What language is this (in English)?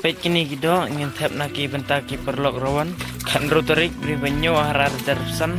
Khasi